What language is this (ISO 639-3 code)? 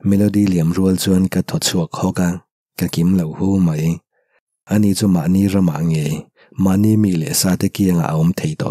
lus